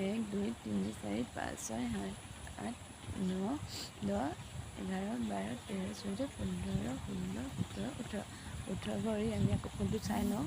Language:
Assamese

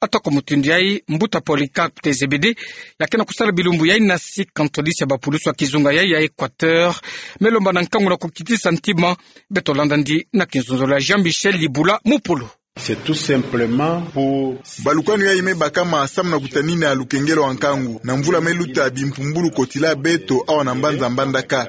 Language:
Kituba (Democratic Republic of Congo)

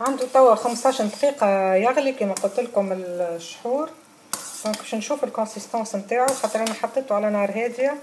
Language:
Tunisian Arabic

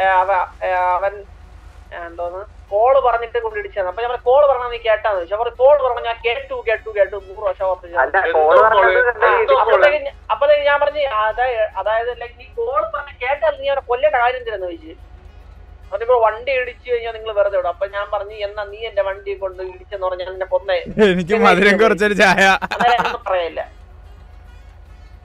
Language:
Malayalam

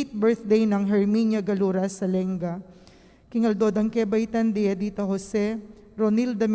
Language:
Pampanga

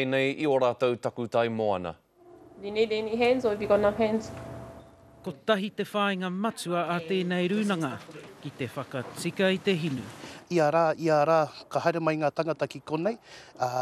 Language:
Māori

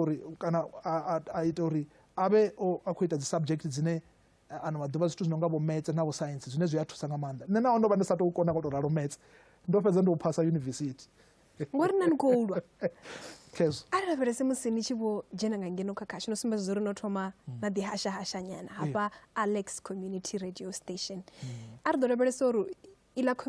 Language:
Venda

